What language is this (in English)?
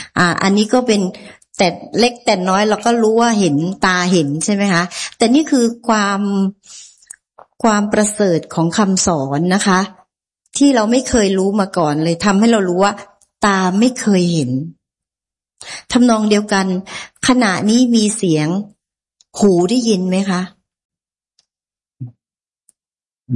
Thai